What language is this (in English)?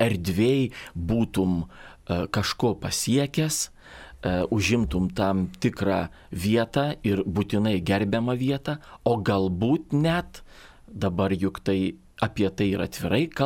Lithuanian